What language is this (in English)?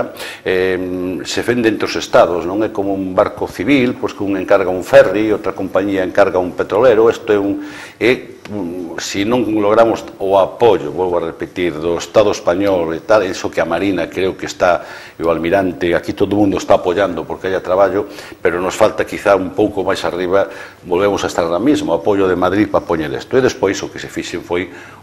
Galician